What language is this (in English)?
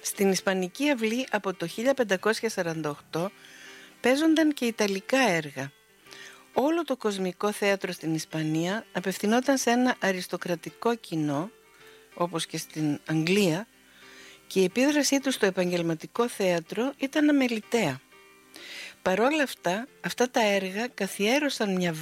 Greek